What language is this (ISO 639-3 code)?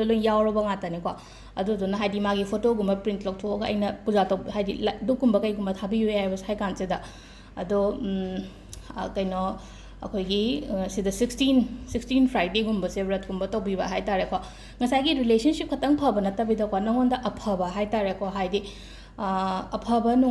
mni